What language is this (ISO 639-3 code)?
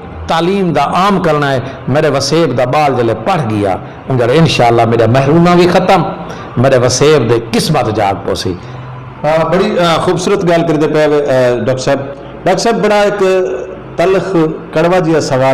skr